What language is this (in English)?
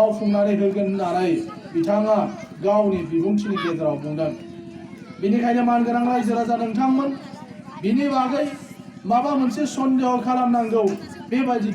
Bodo